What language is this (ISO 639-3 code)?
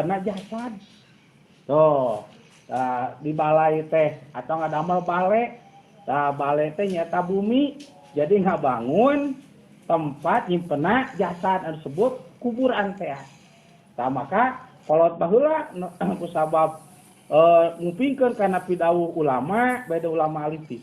sun